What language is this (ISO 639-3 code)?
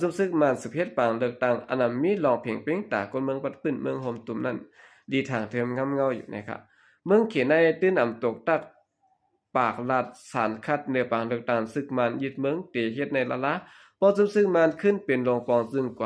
shn